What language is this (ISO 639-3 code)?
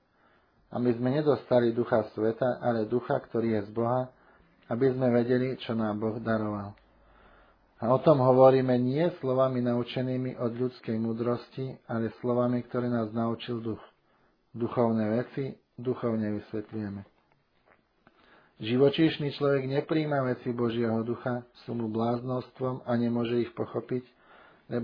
slk